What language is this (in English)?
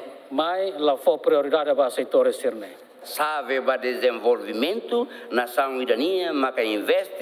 Tetum